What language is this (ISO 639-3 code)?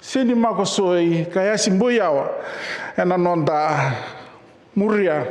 fij